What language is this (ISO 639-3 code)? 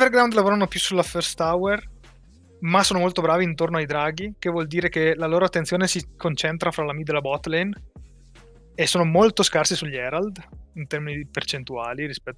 ita